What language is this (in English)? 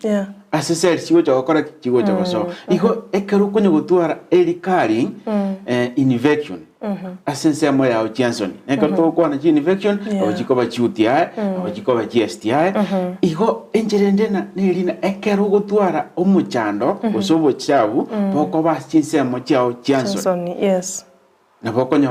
Gusii